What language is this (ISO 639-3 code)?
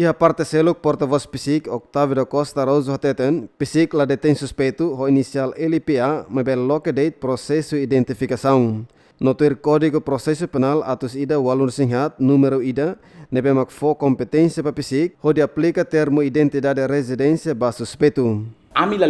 tet